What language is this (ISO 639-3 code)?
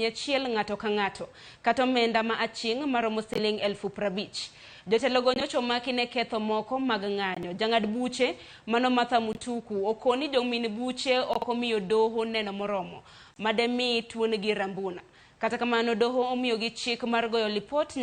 luo